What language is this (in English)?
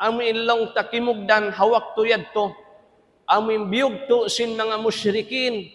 Tausug